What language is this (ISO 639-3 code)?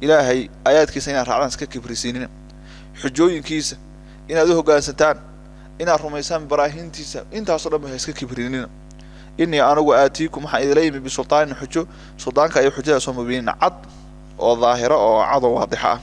som